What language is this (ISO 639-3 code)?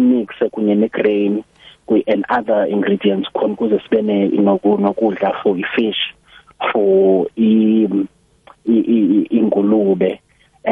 nbl